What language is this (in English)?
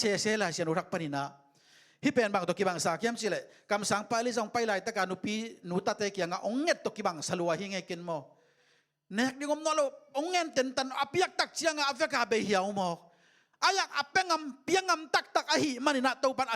Tedim Chin